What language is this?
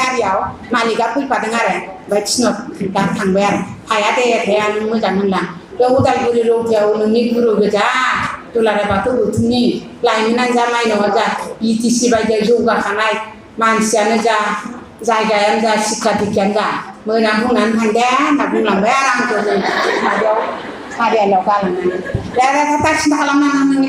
Bodo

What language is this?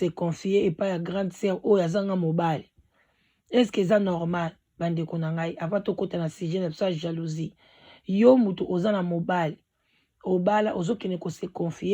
Lingala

